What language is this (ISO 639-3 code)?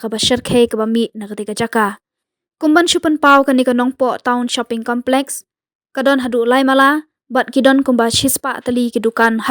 kha